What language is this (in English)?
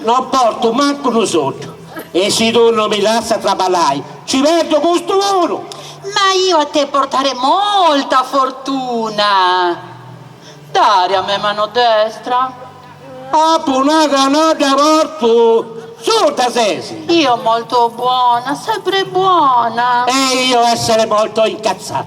Sardinian